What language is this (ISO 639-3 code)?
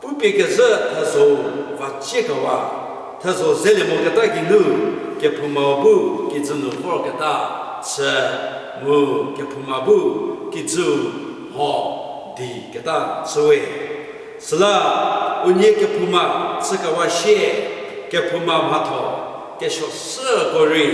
njm